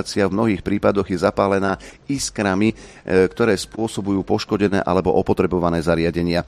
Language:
Slovak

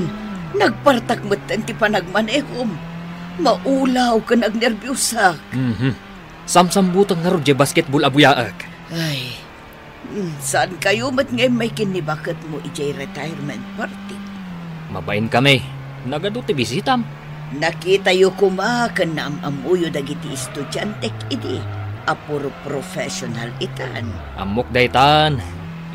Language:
Iloko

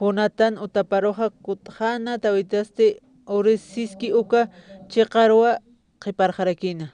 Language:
Aymara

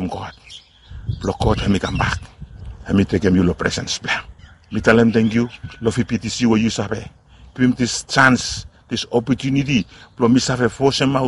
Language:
Bislama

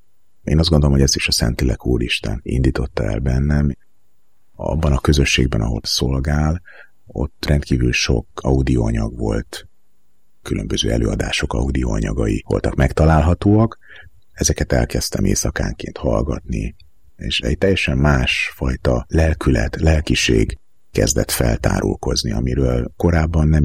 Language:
Hungarian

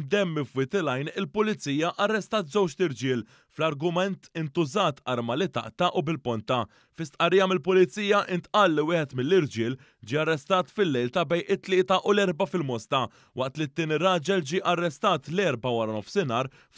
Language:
Maltese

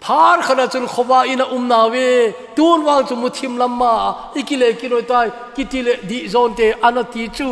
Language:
Thado Chin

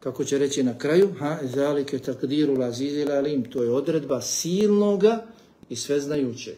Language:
Bosnian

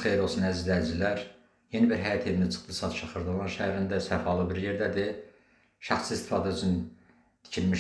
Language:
Azerbaijani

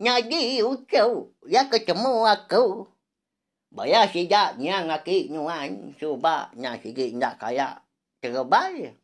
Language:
Iban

